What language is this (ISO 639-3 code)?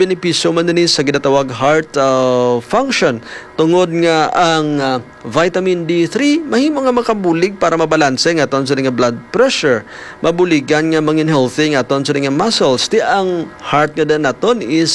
hil